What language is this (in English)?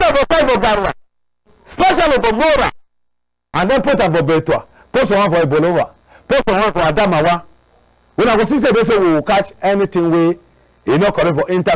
Cameroon Pidgin